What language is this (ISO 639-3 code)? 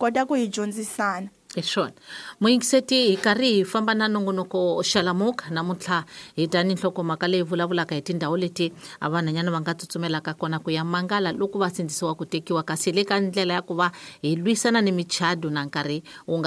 tso